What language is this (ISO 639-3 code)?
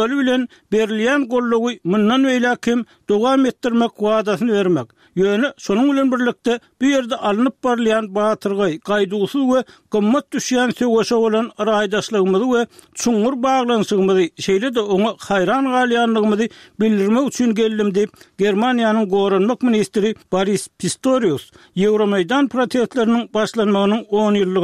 tuk